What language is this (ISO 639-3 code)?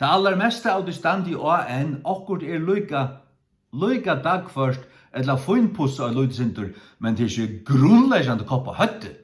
fao